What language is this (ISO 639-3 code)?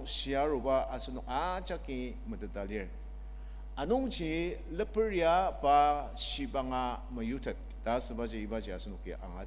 njo